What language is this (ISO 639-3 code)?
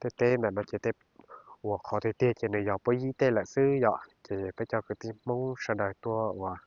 hmn